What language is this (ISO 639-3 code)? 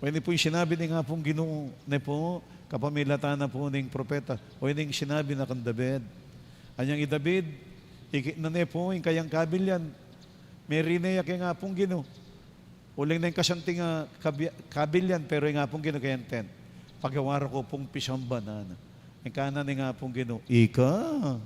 pam